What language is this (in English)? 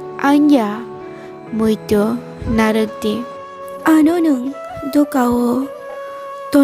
Kok Borok